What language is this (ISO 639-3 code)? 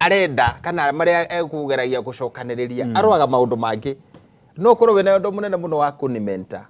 kik